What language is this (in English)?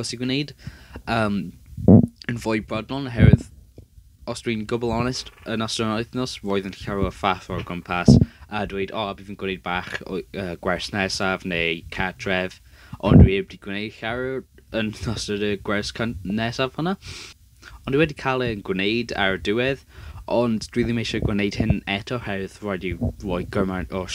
Welsh